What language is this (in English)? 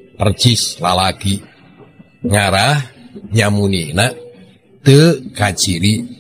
Sundanese